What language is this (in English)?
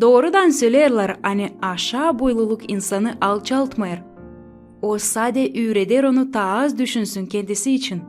Gagauz